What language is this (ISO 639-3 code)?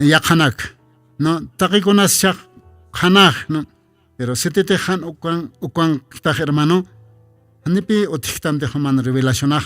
aym